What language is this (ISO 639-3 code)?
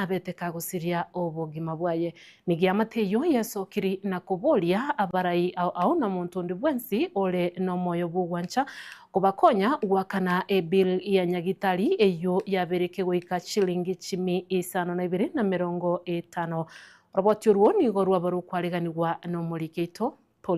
guz